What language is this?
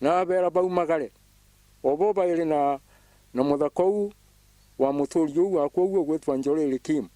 Meru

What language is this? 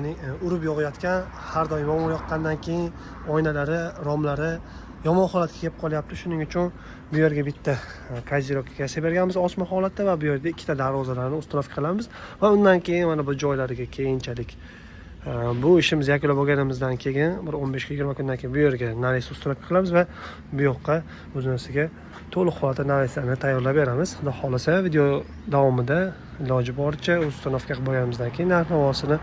Uzbek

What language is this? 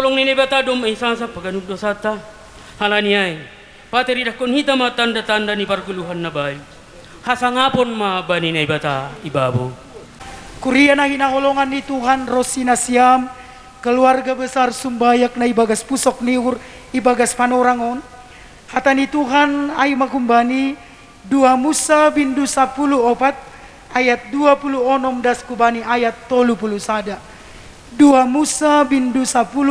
Batak Simalungun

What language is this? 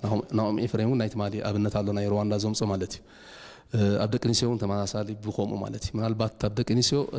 Tigrinya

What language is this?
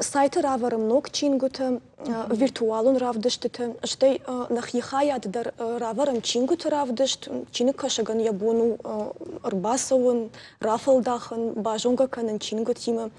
Ossetic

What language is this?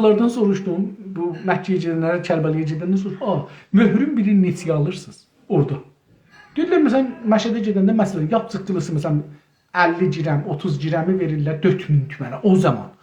South Azerbaijani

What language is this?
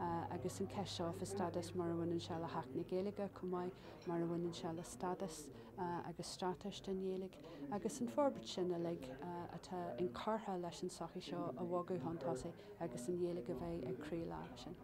Irish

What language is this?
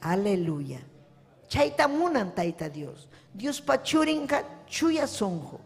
Ayacucho Quechua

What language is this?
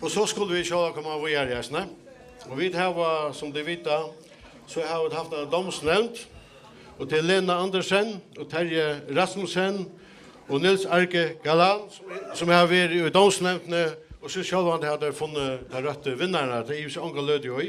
Faroese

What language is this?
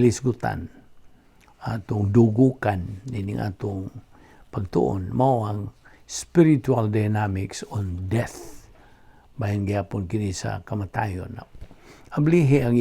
Cebuano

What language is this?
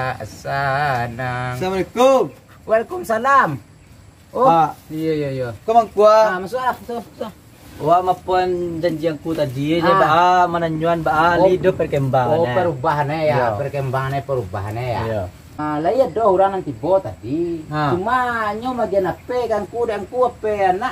Minangkabau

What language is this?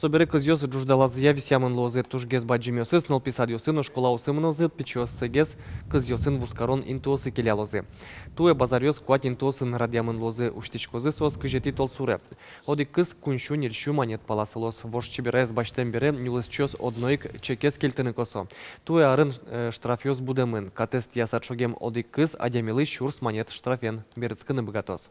Udmurt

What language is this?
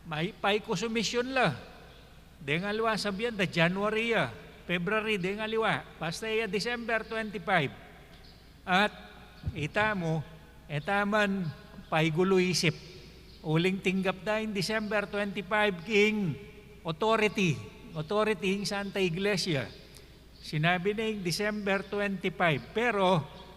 Pampanga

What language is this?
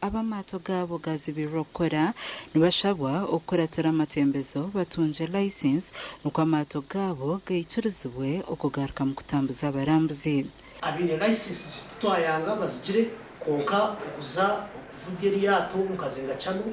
Nyankole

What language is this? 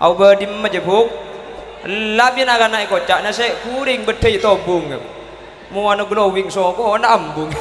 Madurese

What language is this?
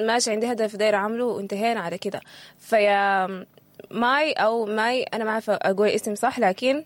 Sudanese Arabic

